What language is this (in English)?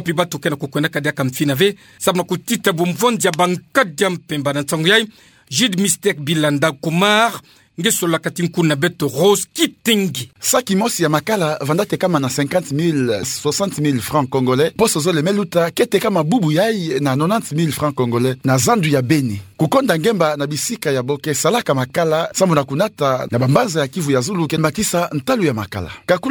Kituba (Democratic Republic of Congo)